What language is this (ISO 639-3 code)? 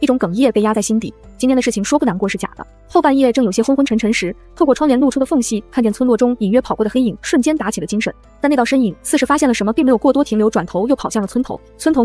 zho